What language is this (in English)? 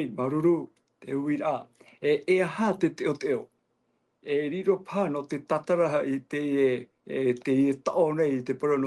Tahitian